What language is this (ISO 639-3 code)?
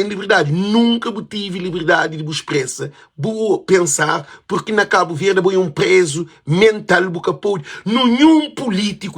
kea